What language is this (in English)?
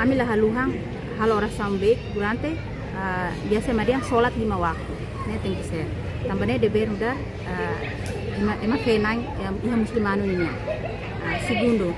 Tetum